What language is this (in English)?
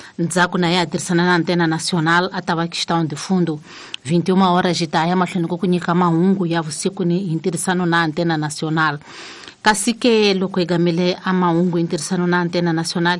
Tsonga